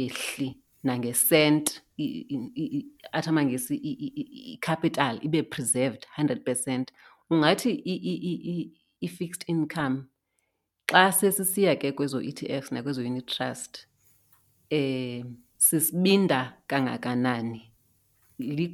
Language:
Xhosa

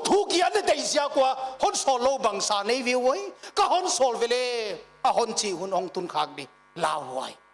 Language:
Paite Chin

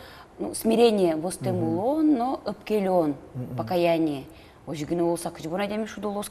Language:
Udmurt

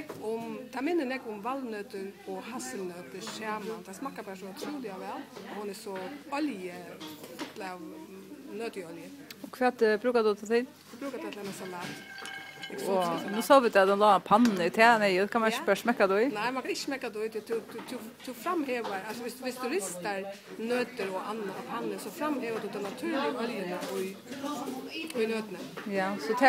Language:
Faroese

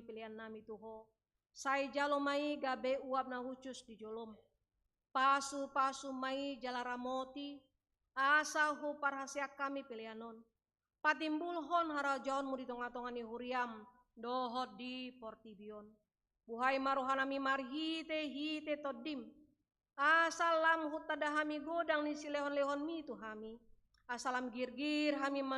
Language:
Batak Toba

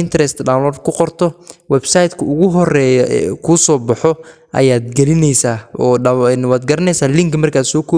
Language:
Somali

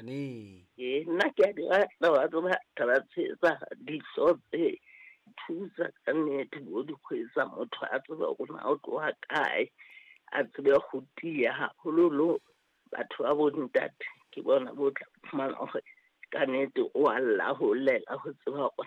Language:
Southern Sotho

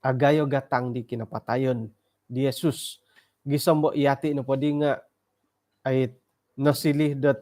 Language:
Central Dusun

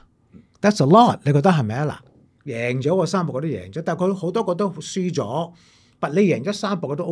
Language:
Cantonese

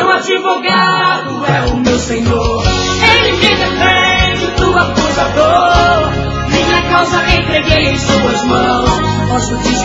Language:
Portuguese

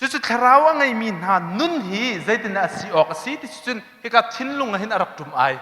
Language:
Hakha Chin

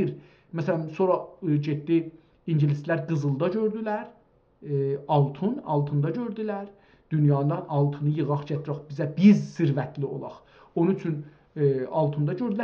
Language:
South Azerbaijani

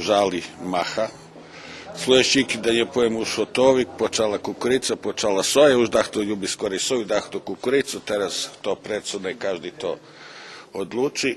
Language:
Rusyn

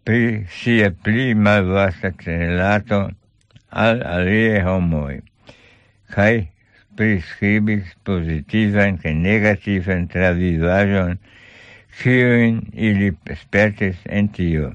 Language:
Esperanto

